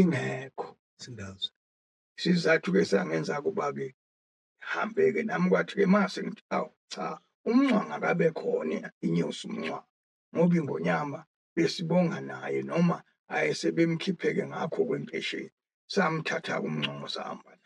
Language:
Zulu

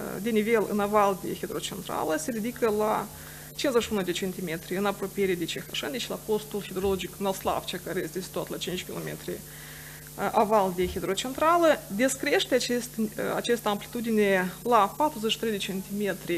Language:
Romanian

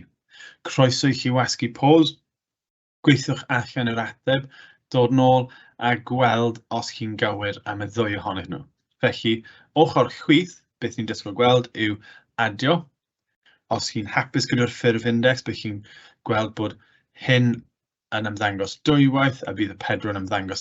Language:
Welsh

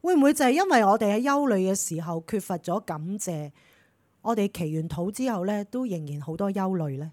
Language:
Cantonese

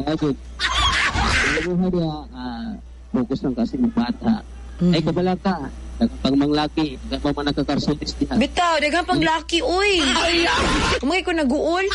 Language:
Cebuano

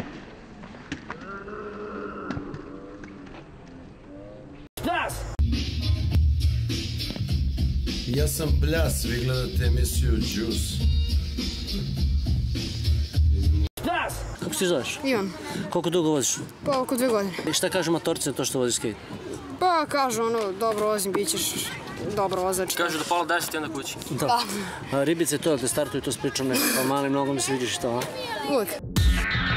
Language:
Serbian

